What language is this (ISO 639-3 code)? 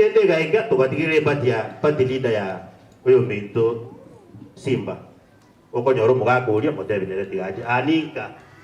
guz